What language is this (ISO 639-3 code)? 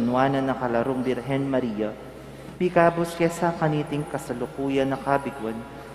pam